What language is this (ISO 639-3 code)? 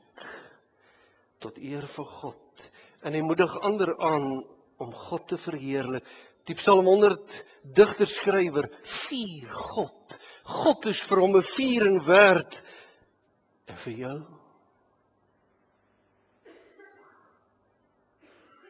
afr